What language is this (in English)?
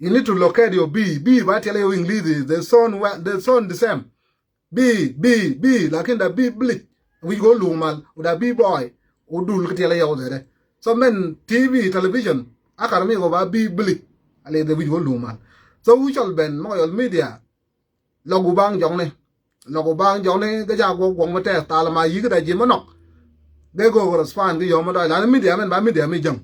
Nuer